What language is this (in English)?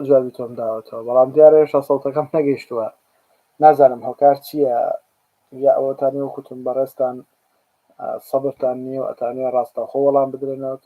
Central Kurdish